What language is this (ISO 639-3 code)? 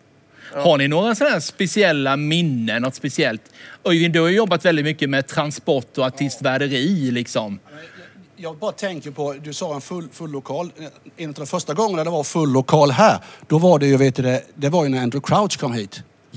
swe